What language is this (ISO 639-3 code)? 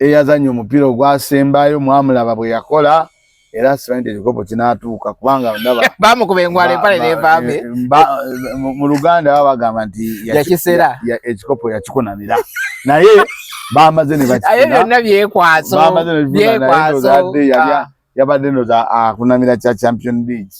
lug